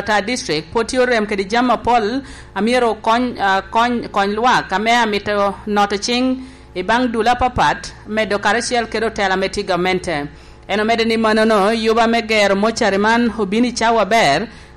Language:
Lango (Uganda)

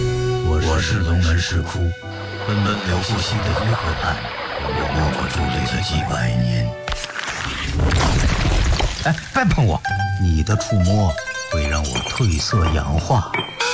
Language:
Chinese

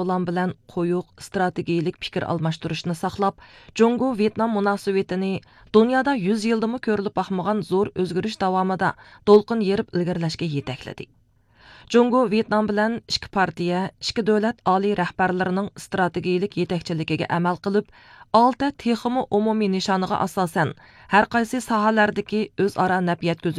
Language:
Uyghur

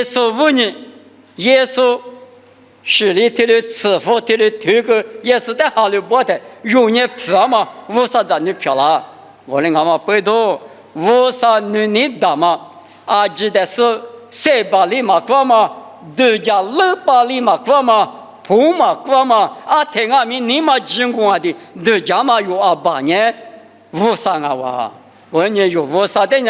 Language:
Lisu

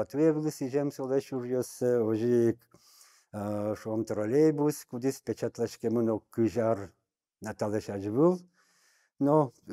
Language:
Udmurt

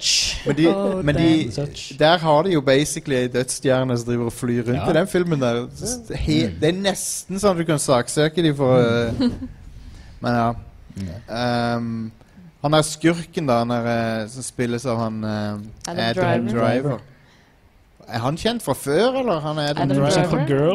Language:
Norwegian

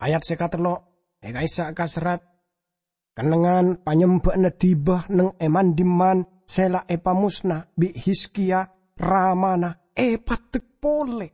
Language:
Madurese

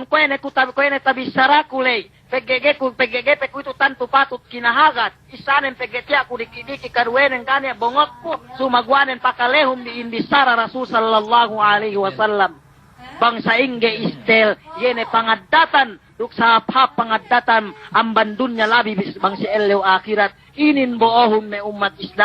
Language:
Yakan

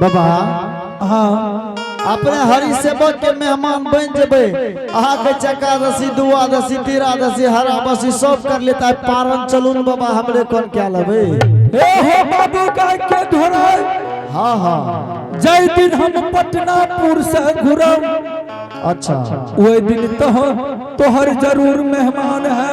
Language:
Angika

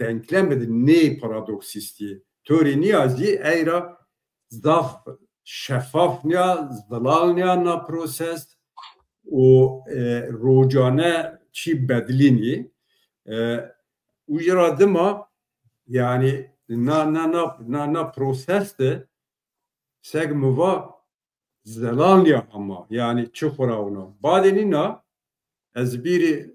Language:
Zaza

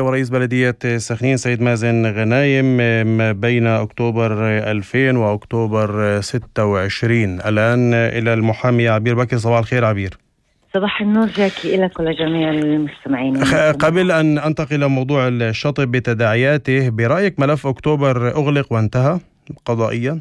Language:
North Levantine Arabic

